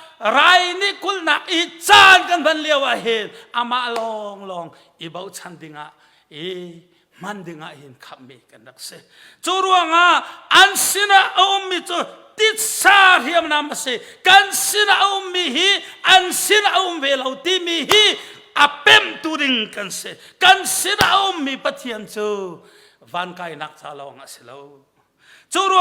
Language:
Hakha Chin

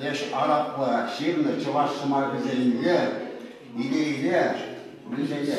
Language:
Chuvash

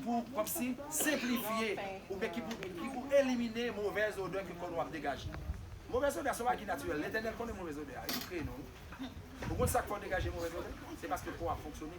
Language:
Haitian Creole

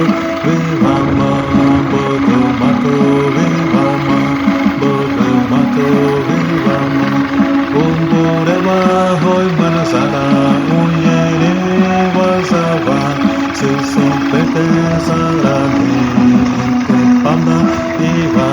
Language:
Xavánte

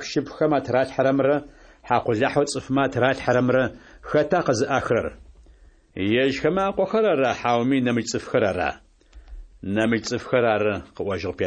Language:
Adyghe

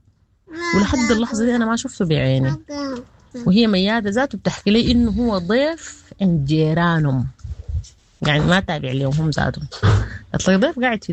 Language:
Sudanese Arabic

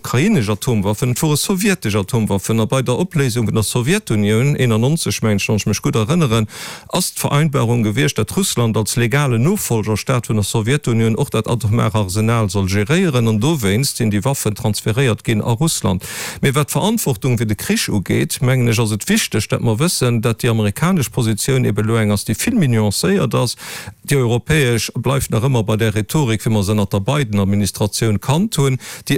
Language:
Luxembourgish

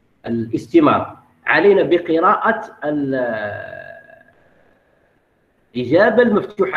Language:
Arabic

